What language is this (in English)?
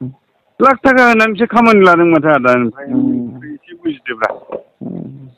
Bodo